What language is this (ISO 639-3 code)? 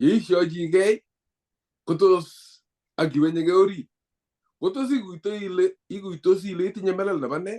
kln